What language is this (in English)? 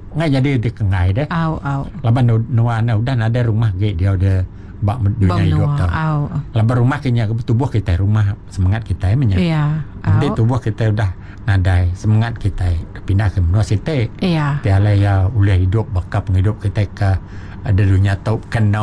Iban